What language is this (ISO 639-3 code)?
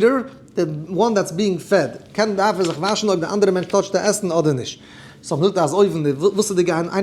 yid